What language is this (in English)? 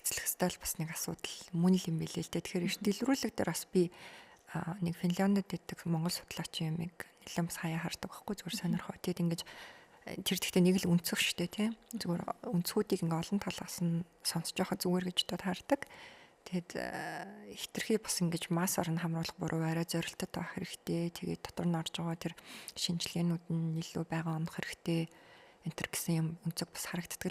Mongolian